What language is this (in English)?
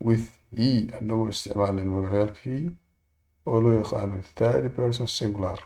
Somali